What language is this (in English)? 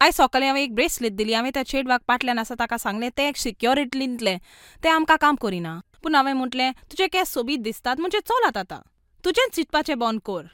Konkani